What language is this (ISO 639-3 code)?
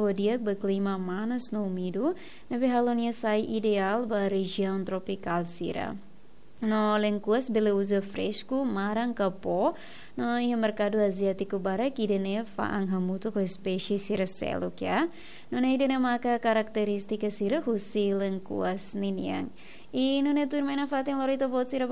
tet